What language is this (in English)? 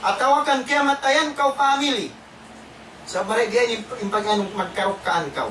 Tausug